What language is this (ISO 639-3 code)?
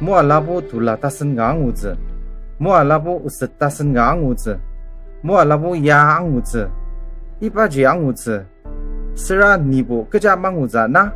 njo